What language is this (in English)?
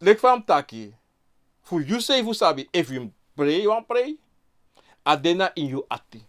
Sranan Tongo